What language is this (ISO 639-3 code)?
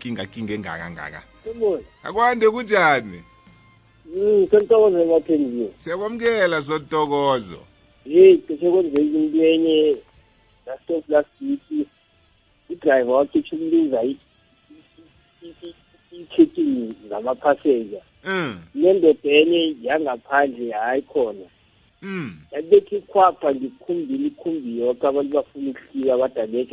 nbl